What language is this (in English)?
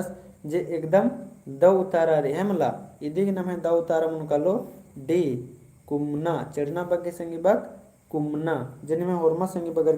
Kurukh